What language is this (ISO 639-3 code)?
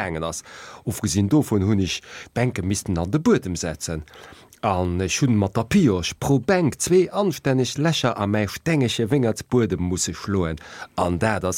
ltz